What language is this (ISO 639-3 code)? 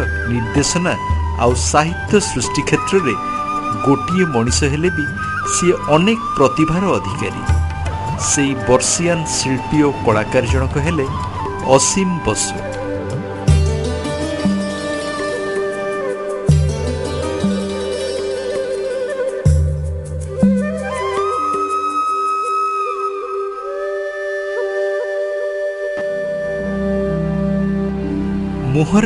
ori